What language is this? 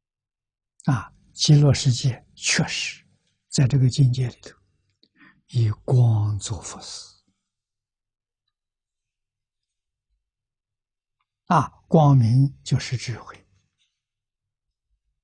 Chinese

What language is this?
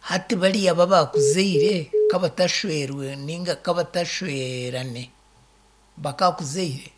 Nyankole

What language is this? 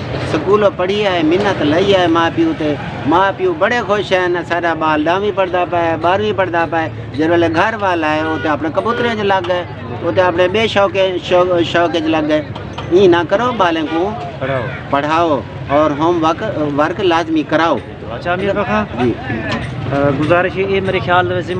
Saraiki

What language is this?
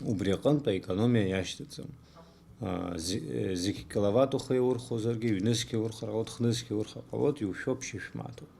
Abkhazian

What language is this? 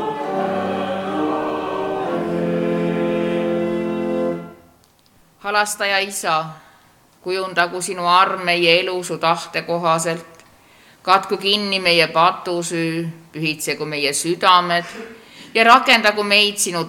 Estonian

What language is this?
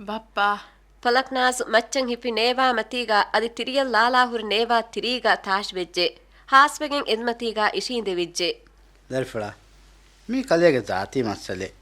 Divehi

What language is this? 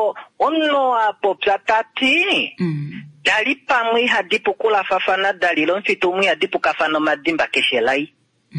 Kuanyama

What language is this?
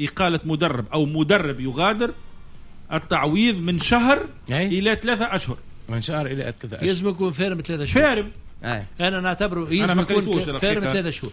Tunisian Arabic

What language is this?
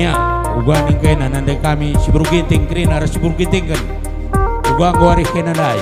Batak Karo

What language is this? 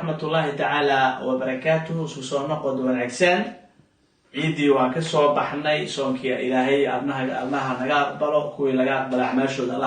Somali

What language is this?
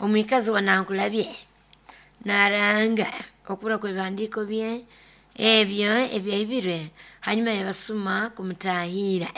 Nyoro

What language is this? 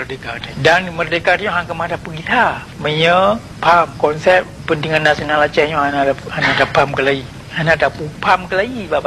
Achinese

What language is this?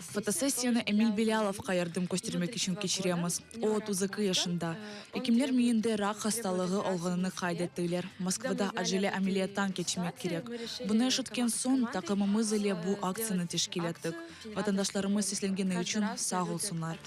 Crimean Tatar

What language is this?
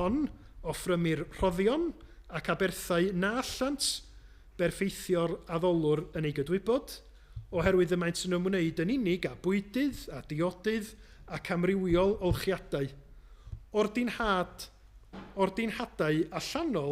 Welsh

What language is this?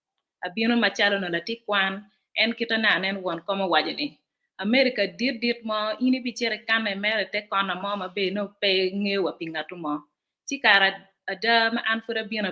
Acoli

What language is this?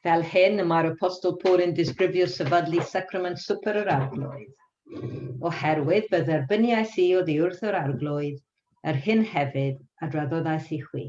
Welsh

